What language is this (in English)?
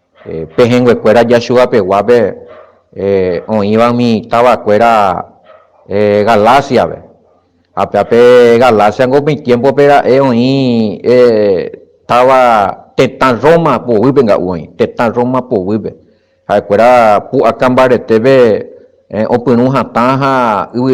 Guarani